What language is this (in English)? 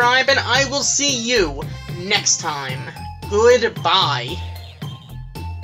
English